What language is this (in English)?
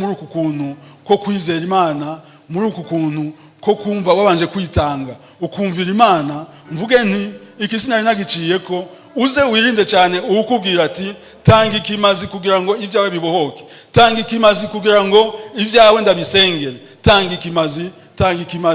Rundi